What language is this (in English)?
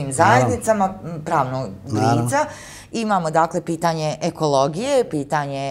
Bosnian